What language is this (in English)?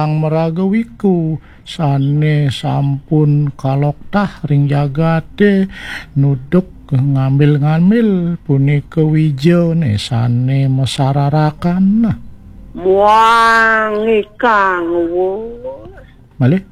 Balinese